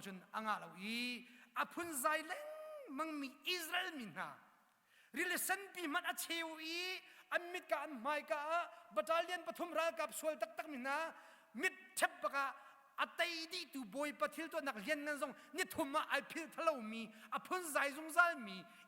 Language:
Hakha Chin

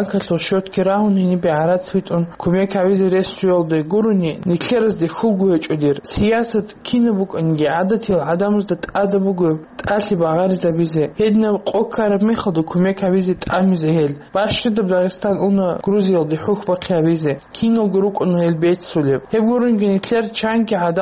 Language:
Avaric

